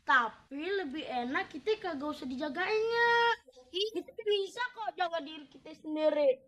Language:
Betawi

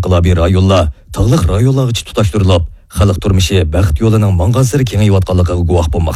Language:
Uyghur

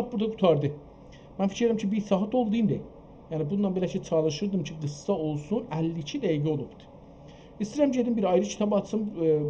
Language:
South Azerbaijani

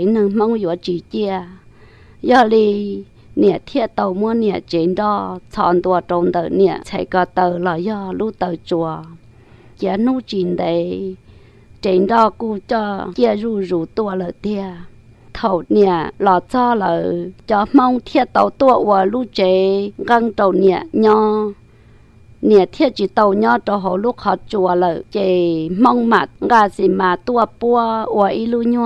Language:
Hmong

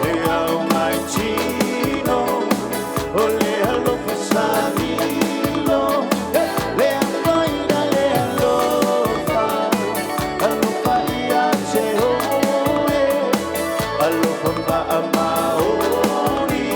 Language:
Samoan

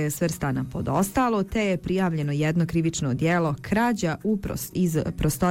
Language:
Bosnian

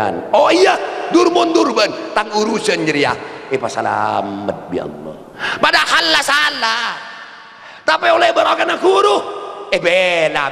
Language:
Madurese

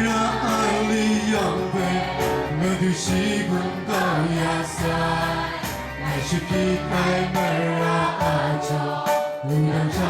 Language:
Kachin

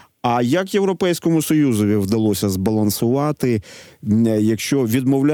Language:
Ukrainian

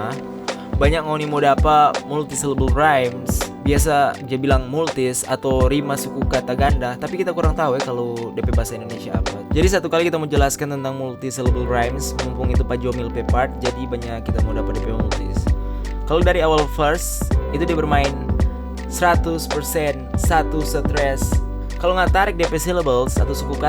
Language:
Manado Malay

